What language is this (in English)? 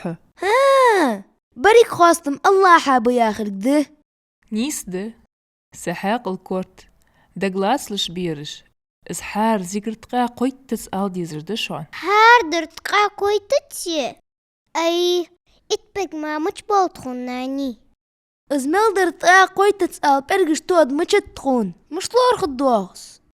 Ingush